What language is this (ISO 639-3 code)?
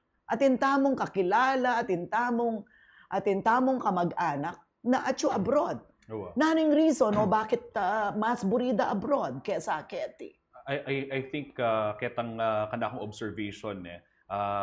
pam